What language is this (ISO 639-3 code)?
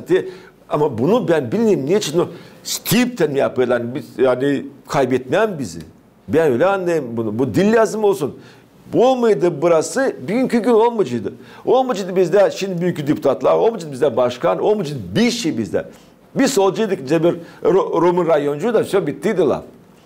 gag